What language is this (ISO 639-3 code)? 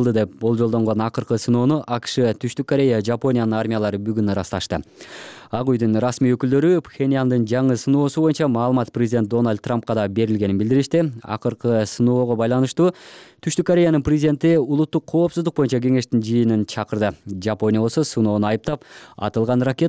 kir